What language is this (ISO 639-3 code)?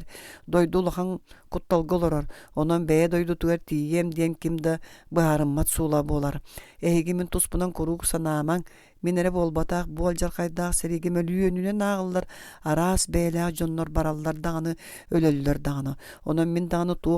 sah